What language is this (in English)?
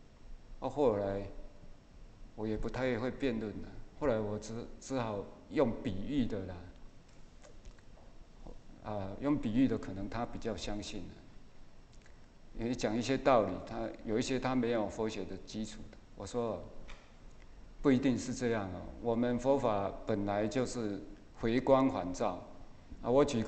Chinese